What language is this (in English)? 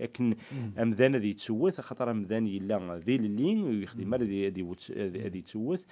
Kabyle